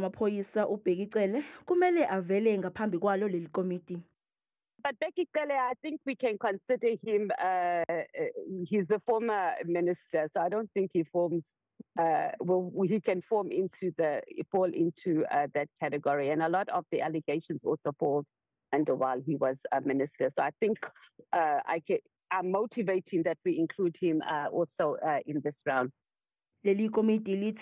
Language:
Zulu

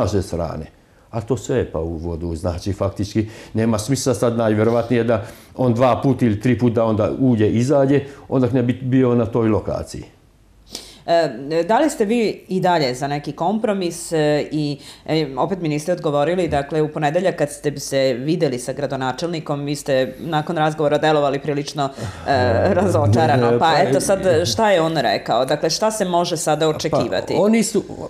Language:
Serbian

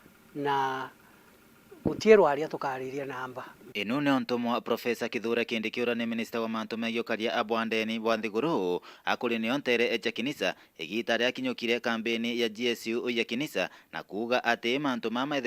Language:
Meru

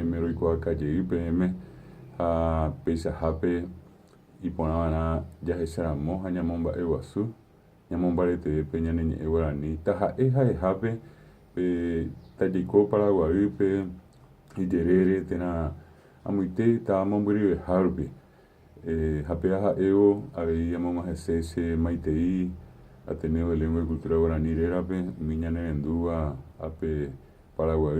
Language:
Guarani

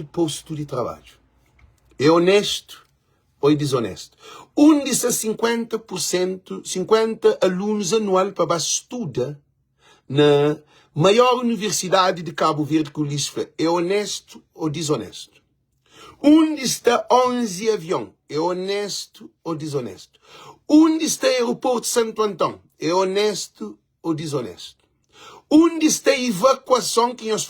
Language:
Kabuverdianu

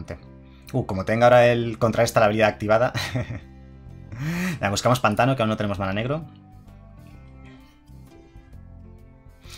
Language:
Spanish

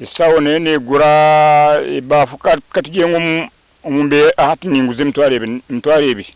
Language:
Nyankole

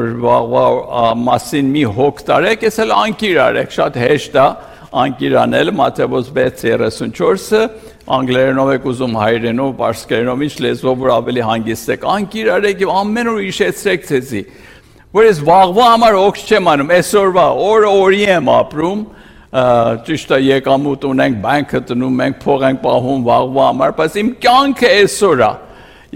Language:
Armenian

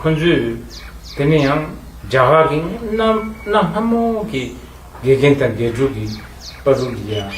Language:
Tibetan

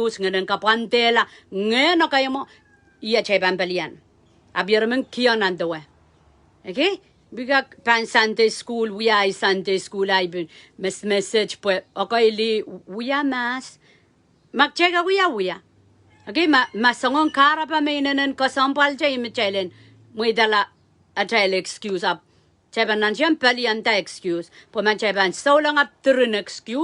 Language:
Pohnpeian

